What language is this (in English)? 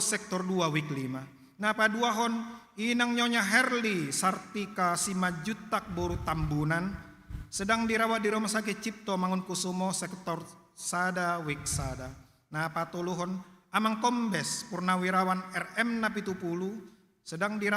Batak Toba